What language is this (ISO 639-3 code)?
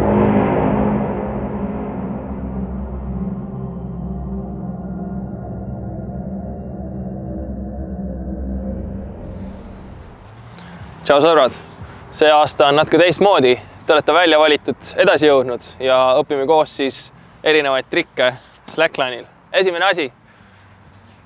est